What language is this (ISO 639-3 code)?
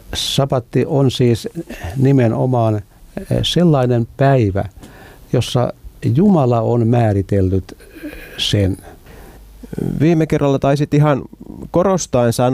fin